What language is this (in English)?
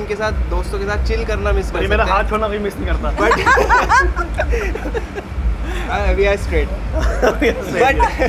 Hindi